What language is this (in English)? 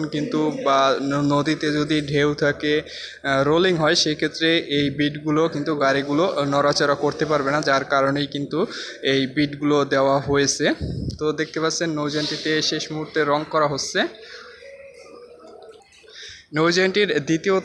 Bangla